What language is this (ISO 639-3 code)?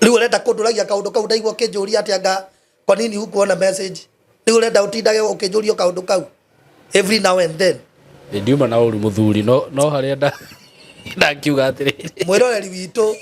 kik